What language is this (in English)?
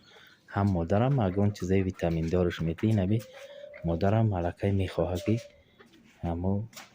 Tajik